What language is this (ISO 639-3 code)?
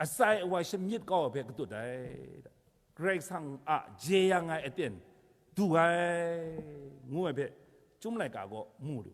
kac